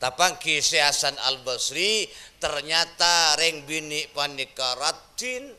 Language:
Madurese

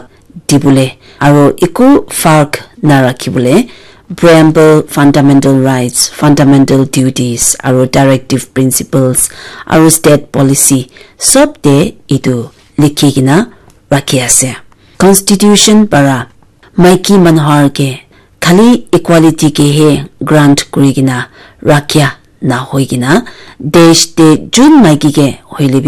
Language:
Naga Pidgin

